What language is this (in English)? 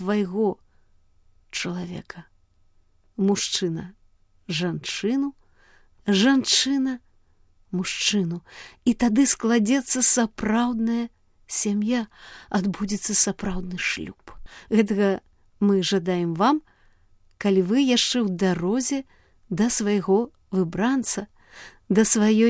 Belarusian